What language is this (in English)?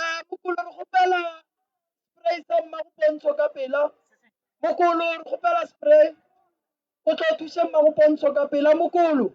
Northern Sotho